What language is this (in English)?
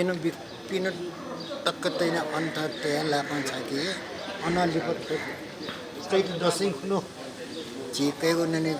Newari